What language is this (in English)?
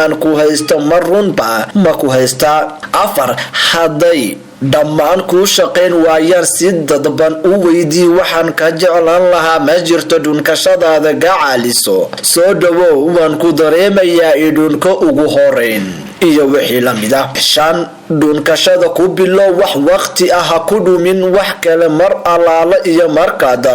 Somali